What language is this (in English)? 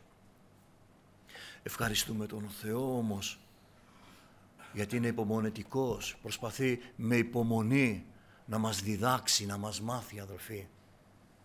Greek